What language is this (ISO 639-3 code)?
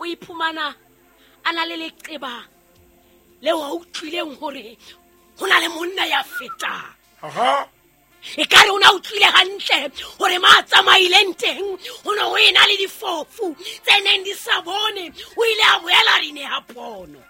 sot